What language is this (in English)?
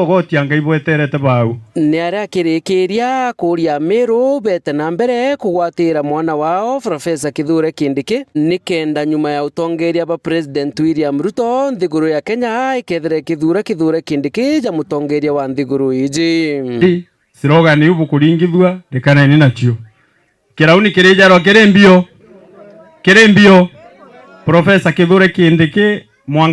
Meru